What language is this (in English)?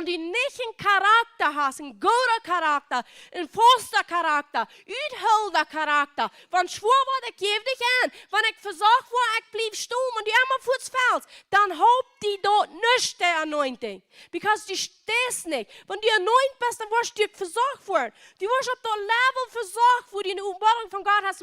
Plautdietsch